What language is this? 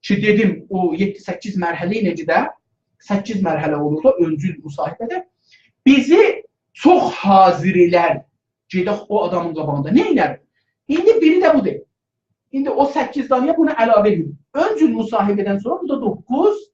South Azerbaijani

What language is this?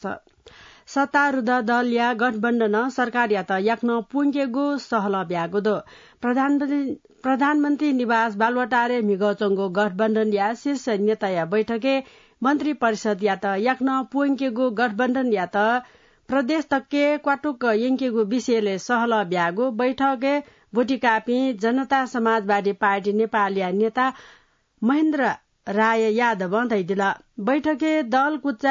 Newari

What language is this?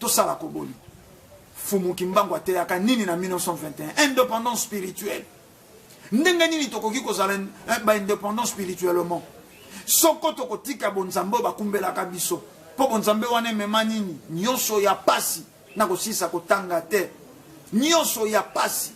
Lingala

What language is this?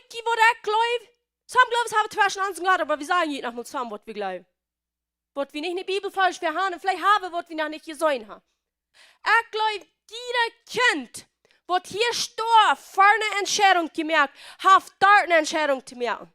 Plautdietsch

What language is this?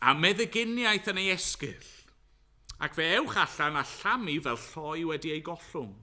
Welsh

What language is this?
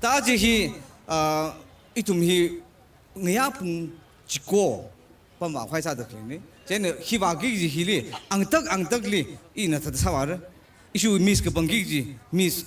Tangkhul Naga (India)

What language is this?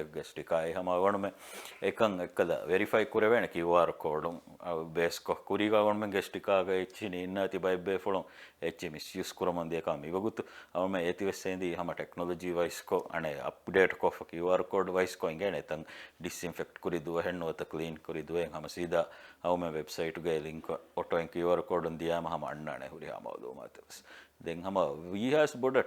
Divehi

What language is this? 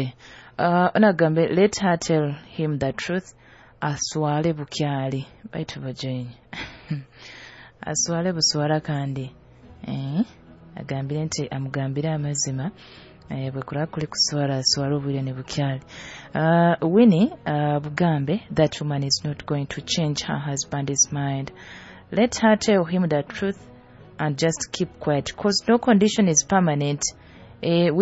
Nyoro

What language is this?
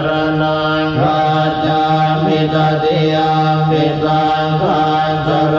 Pali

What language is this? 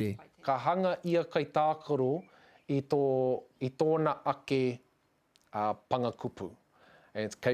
Māori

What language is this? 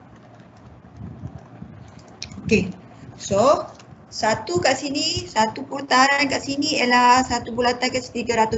Malay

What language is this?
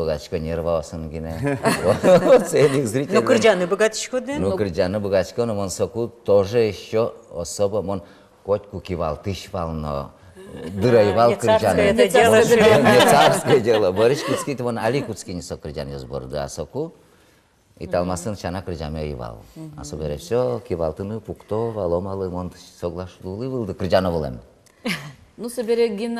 Udmurt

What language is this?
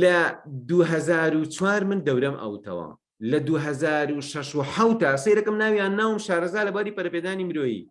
Central Kurdish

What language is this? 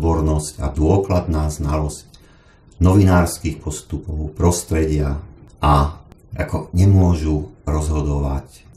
Slovak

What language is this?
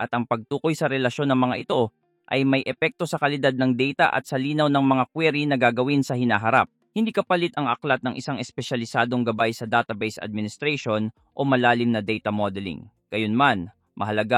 Filipino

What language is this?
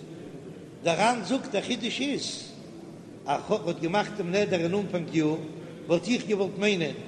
Yiddish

